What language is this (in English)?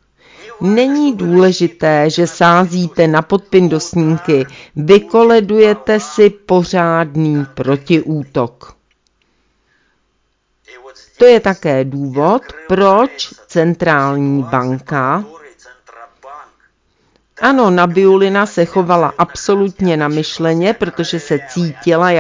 Czech